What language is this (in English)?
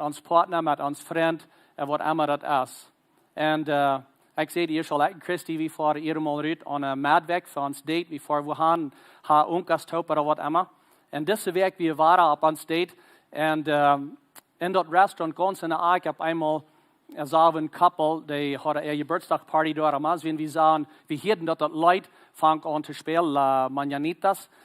Plautdietsch